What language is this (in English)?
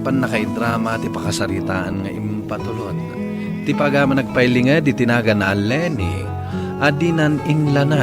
Iloko